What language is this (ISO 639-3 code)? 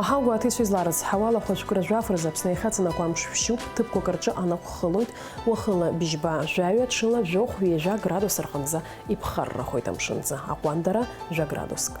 abk